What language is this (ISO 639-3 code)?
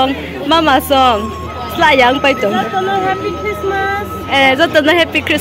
ria